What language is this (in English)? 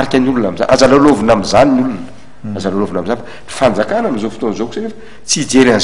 Malagasy